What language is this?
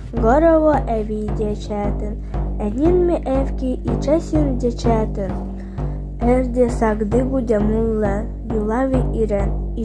Evenki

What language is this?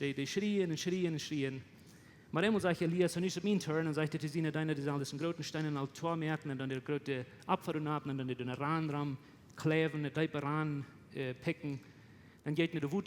Plautdietsch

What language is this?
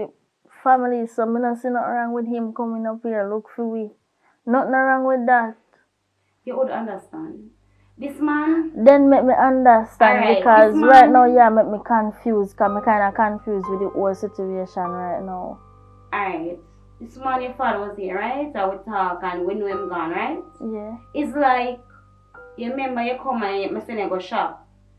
Jamaican Creole English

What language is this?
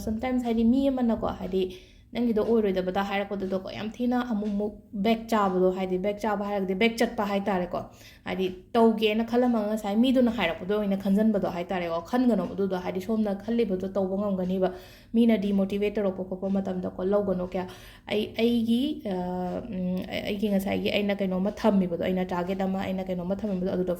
Manipuri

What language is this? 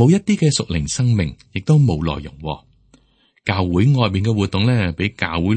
Cantonese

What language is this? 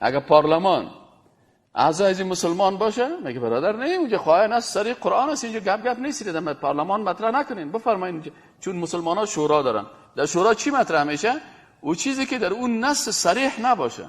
Persian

